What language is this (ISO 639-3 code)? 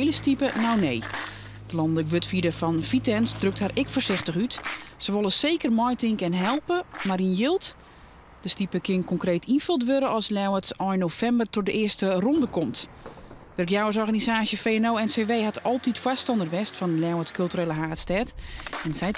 fry